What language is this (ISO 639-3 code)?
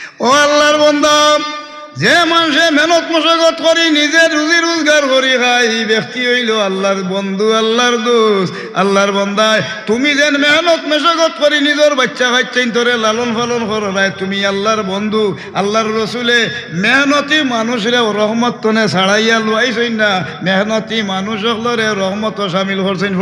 syl